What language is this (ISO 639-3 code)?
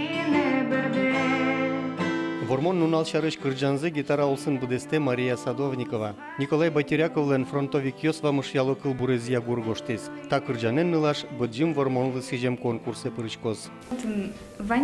udm